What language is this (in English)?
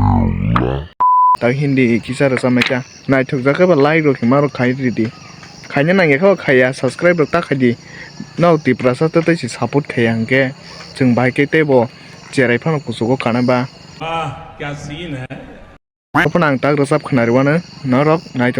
Kok Borok